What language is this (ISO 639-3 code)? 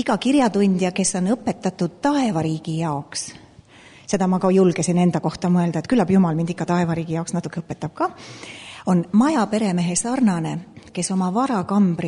est